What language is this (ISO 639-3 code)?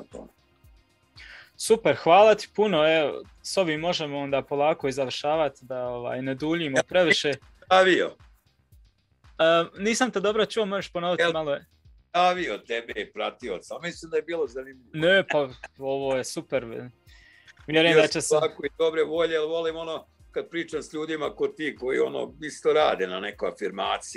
hrv